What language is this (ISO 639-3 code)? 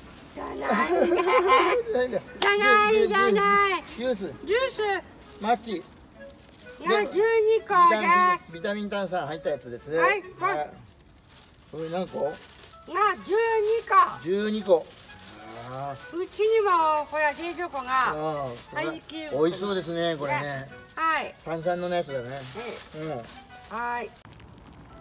jpn